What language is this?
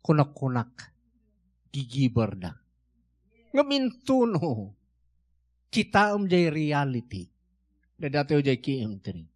Iloko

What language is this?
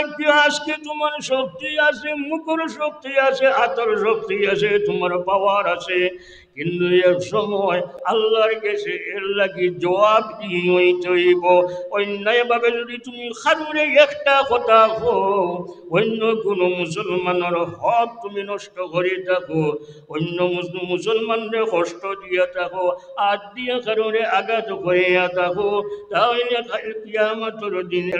Sylheti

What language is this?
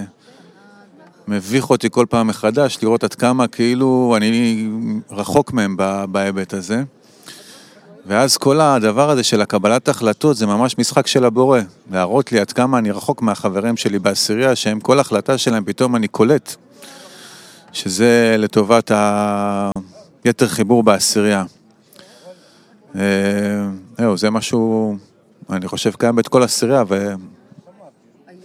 Hebrew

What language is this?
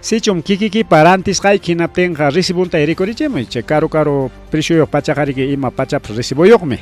Ayacucho Quechua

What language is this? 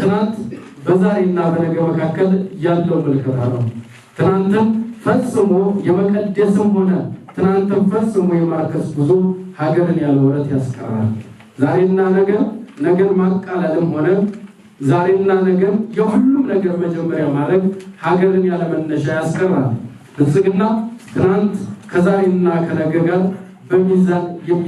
Amharic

